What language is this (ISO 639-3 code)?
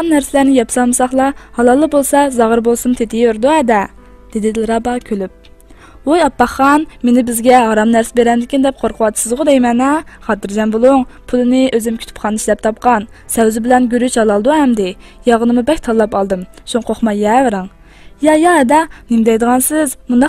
uig